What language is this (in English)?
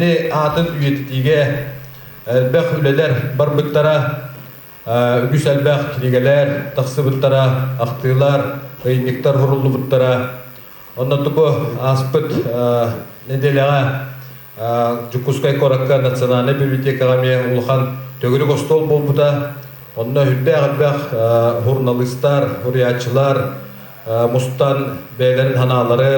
Yakut